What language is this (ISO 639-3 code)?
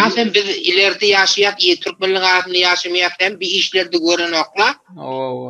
tuk